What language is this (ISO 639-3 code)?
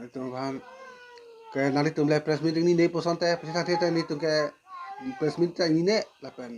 mjw